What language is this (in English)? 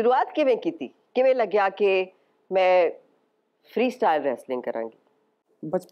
Punjabi